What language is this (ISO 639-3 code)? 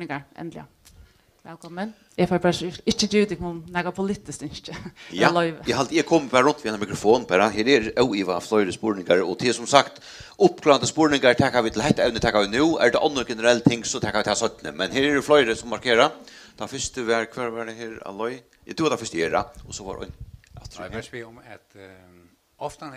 fao